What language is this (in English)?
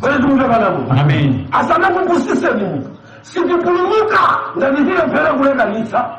Nyanja